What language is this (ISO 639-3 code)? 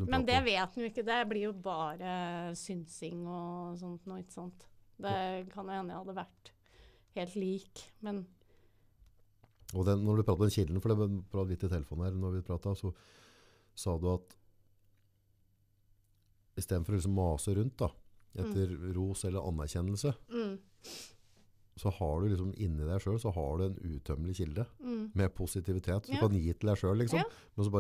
nor